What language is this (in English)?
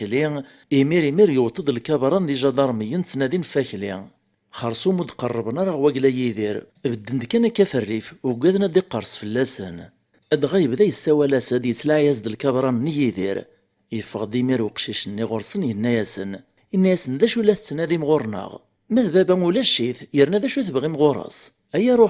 Kabyle